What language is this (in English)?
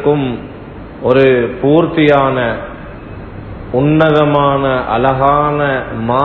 Tamil